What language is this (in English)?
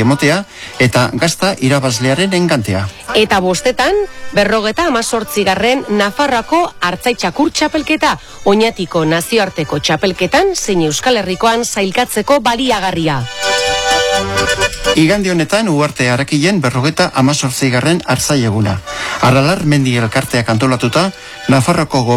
Basque